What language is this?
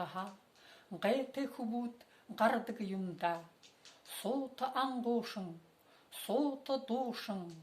Buriat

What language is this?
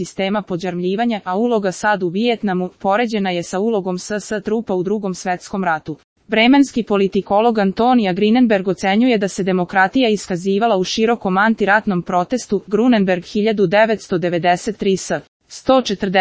Serbian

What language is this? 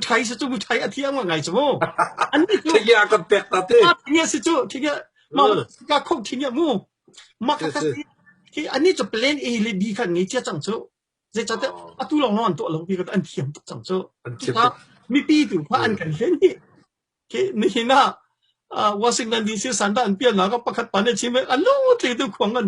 Hakha Chin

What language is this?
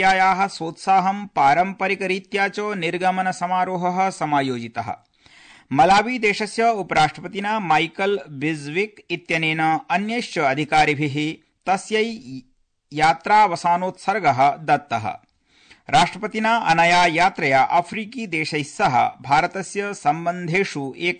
Sanskrit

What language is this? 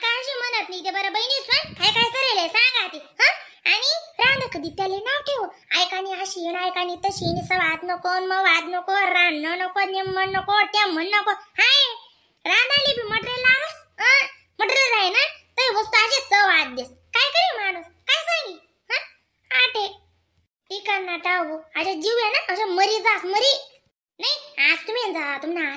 Khandesi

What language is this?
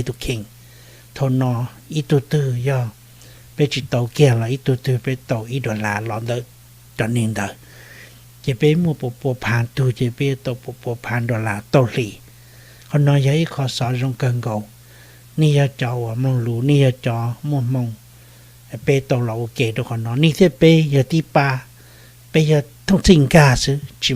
Hmong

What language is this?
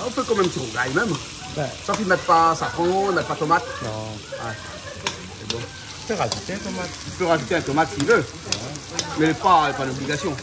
Réunion Creole French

